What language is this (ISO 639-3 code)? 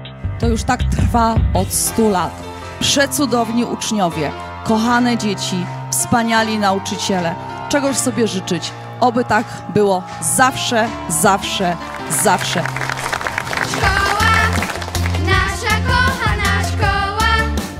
pol